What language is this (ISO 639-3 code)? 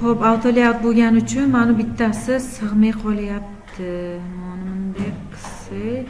uzb